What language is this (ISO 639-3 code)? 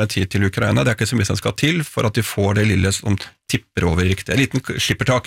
nor